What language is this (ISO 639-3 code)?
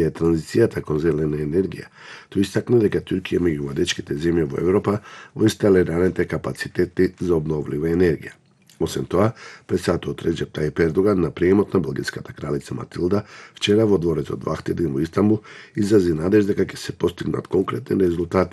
mkd